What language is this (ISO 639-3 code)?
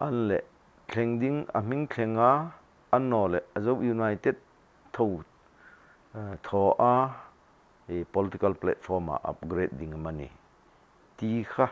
hmr